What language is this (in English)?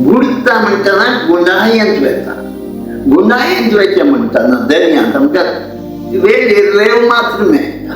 Konkani